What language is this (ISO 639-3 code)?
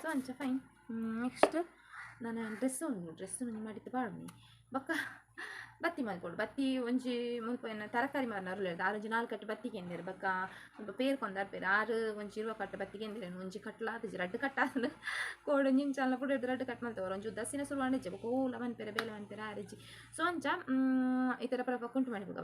tcy